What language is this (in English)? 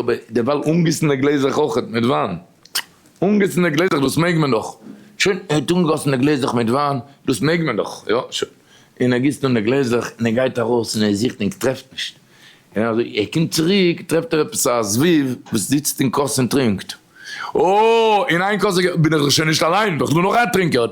Yiddish